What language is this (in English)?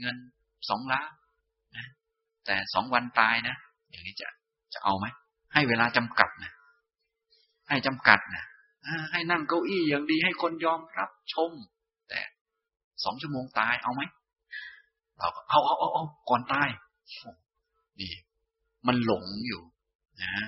Thai